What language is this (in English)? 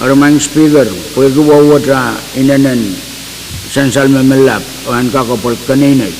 Pohnpeian